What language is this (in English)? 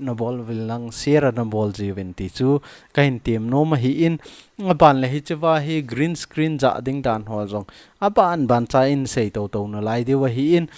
Thado Chin